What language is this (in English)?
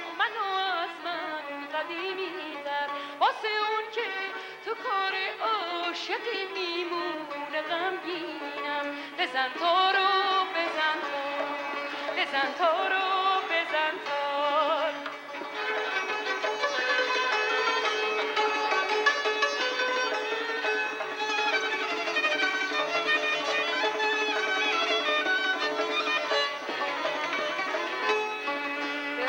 Persian